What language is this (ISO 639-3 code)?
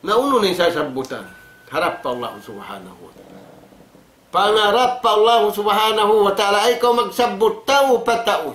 tsg